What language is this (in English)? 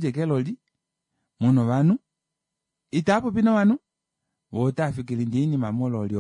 Kuanyama